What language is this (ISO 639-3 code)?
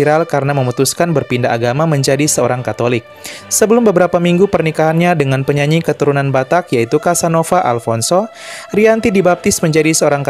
ind